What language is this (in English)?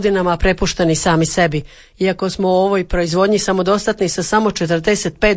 Croatian